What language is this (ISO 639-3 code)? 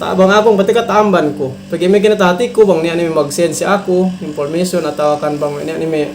yka